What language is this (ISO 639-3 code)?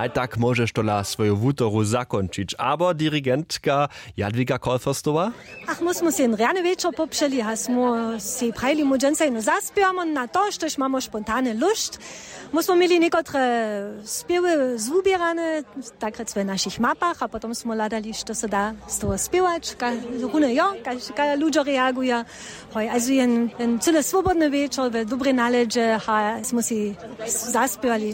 hsb